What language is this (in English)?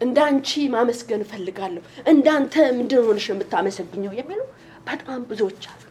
Amharic